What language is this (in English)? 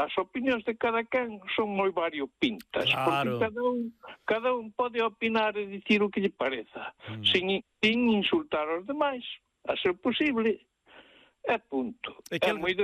Galician